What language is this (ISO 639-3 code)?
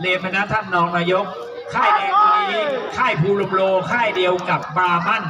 hmn